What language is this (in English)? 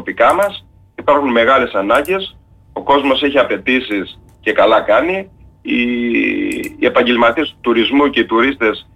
Greek